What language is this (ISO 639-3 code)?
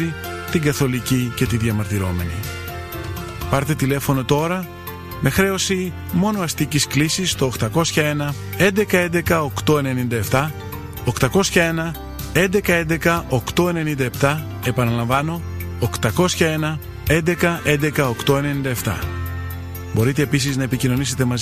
ell